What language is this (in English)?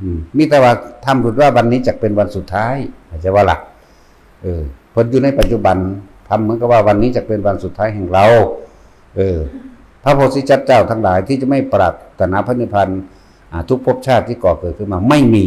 Northeastern Thai